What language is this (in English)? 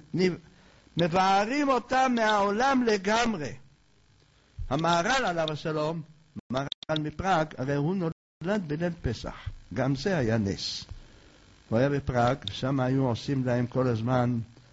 Hebrew